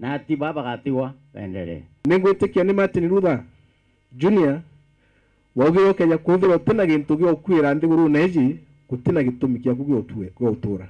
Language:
Meru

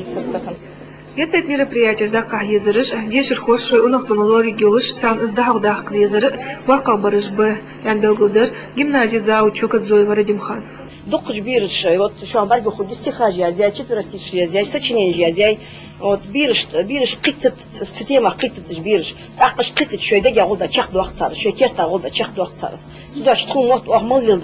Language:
Ingush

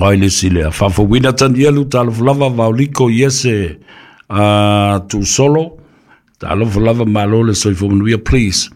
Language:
Samoan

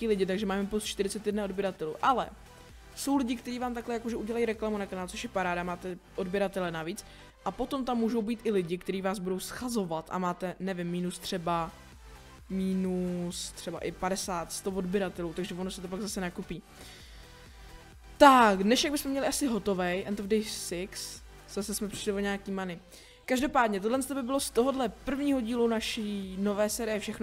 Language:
Czech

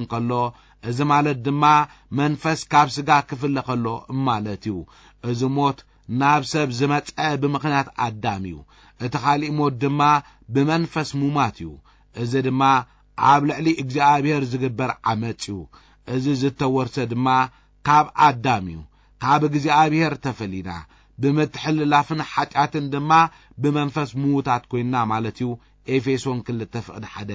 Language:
Tigrinya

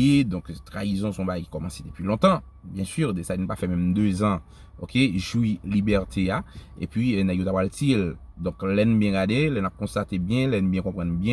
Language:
Haitian Creole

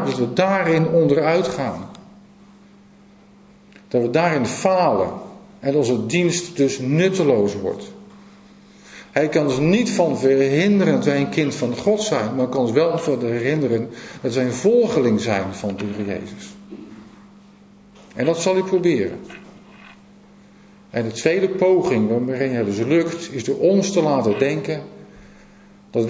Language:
Dutch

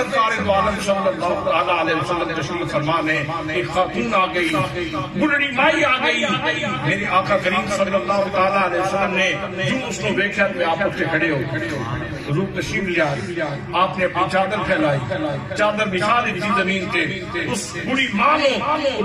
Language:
Urdu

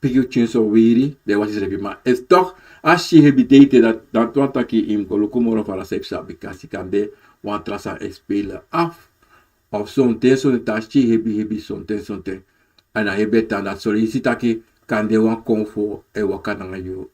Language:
Sranan Tongo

